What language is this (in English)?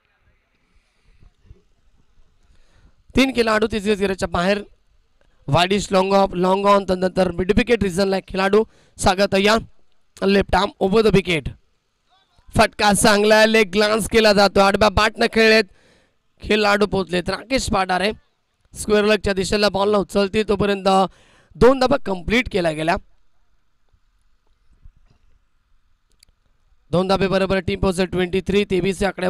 Marathi